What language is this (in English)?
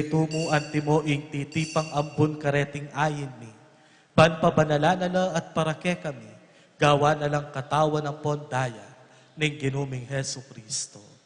Pampanga